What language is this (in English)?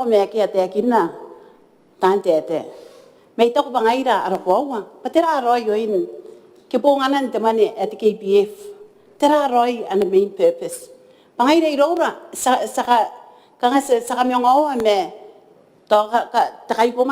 Gilbertese